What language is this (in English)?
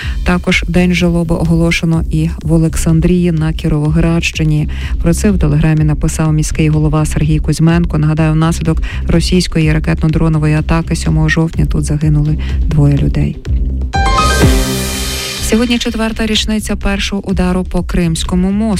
Ukrainian